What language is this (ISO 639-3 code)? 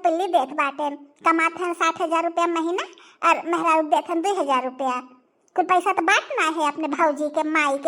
bho